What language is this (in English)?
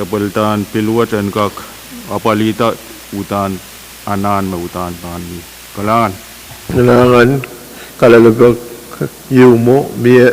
Pohnpeian